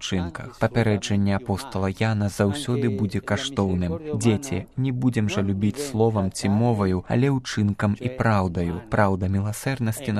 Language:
Belarusian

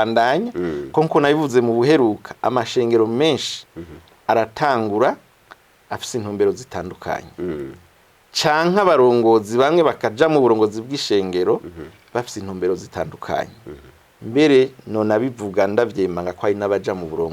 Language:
Rundi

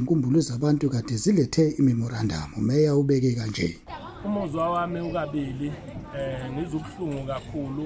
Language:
Zulu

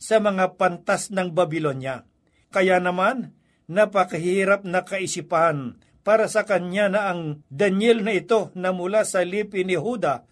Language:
Filipino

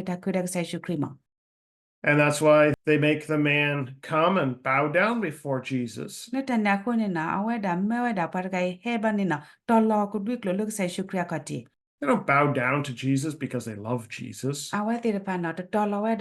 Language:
S'gaw Karen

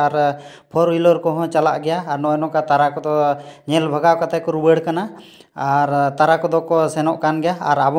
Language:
Santali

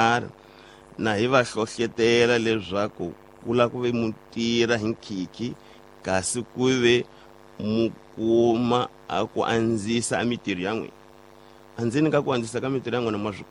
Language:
Tsonga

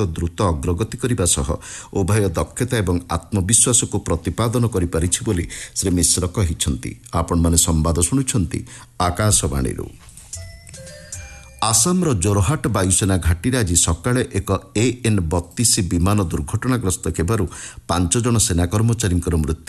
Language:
Odia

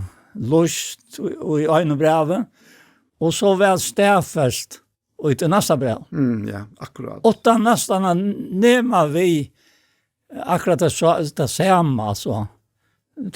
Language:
Faroese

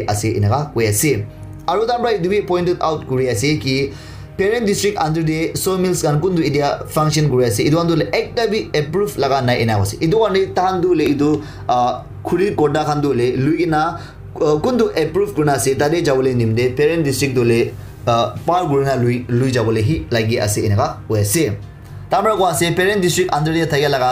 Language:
Naga Pidgin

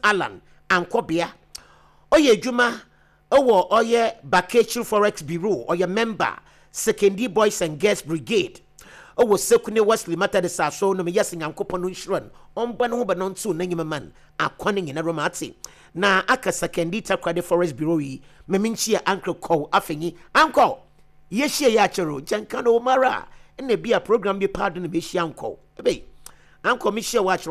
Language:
Akan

